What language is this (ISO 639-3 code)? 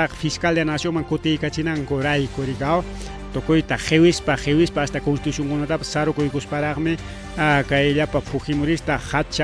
quy